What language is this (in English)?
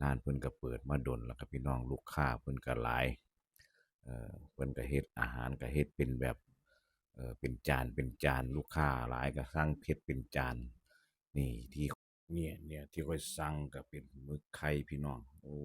Northeastern Thai